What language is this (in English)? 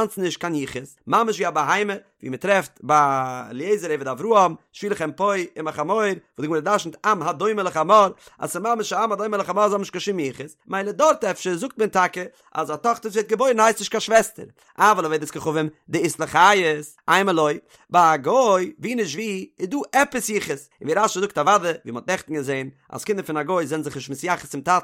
Yiddish